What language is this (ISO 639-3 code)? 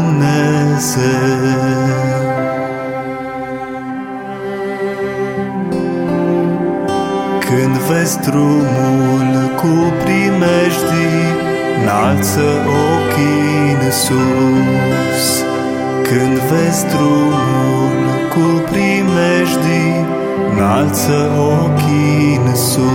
ron